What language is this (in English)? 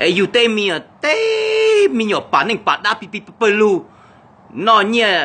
Hmong